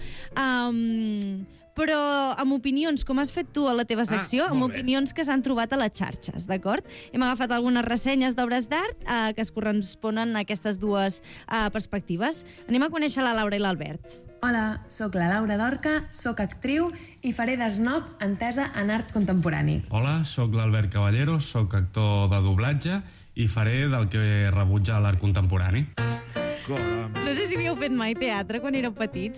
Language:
Catalan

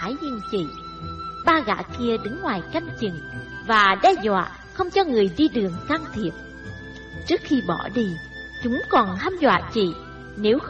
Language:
Vietnamese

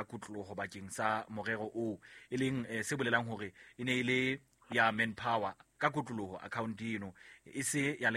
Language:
Southern Sotho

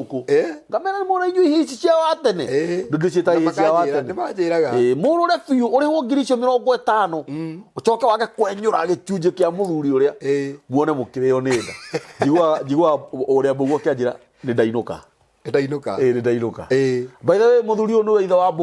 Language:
Kikuyu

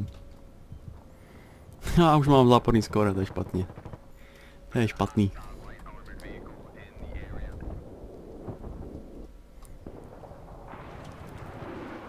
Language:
Czech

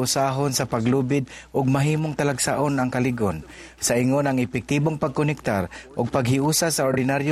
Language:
Cebuano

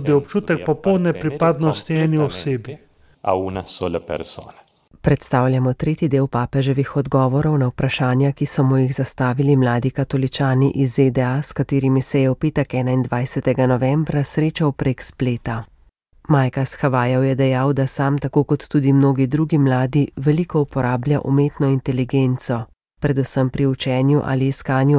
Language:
Slovenian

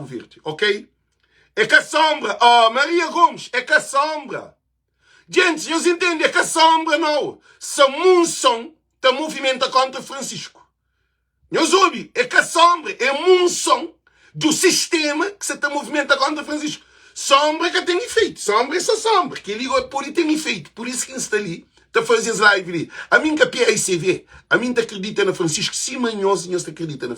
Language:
Kabuverdianu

